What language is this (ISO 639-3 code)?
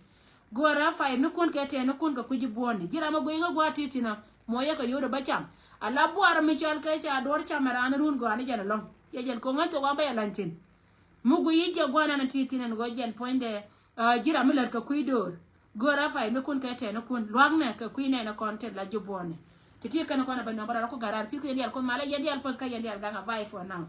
nus